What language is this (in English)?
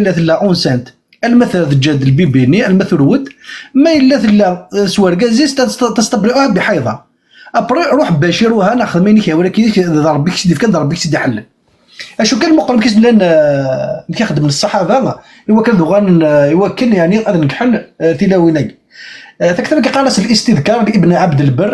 Kabyle